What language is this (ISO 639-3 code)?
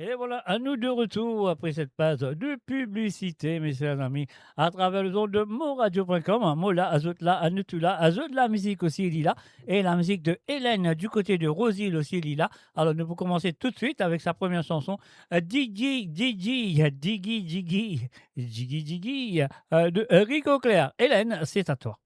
mfe